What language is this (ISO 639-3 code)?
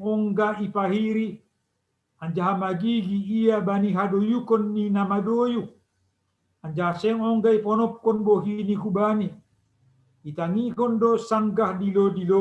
bts